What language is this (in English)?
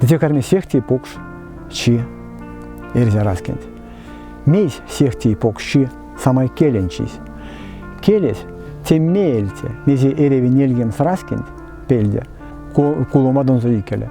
Erzya